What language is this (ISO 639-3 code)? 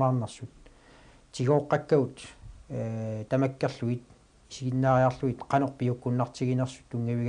kal